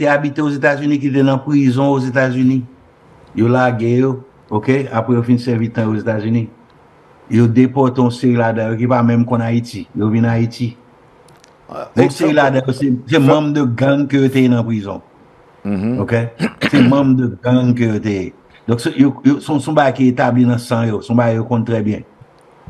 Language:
Haitian Creole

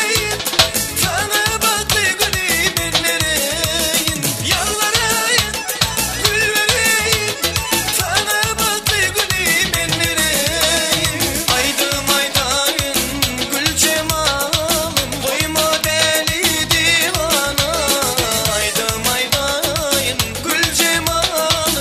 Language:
Turkmen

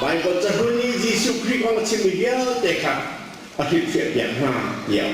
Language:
Hakha Chin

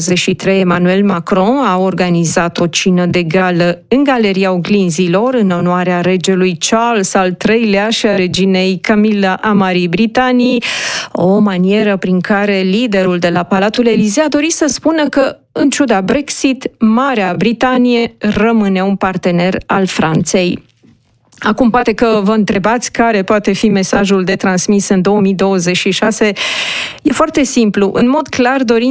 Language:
Romanian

